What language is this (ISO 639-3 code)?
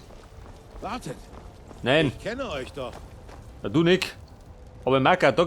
bar